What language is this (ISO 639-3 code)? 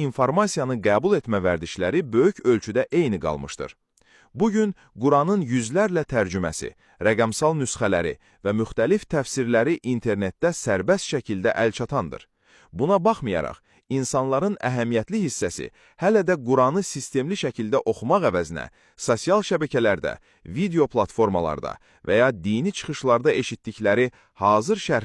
aze